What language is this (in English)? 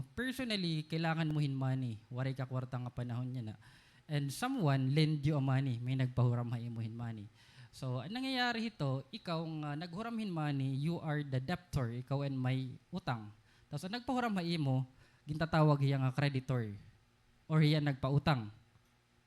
Waray